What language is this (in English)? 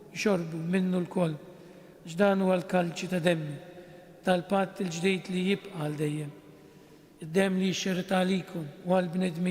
Maltese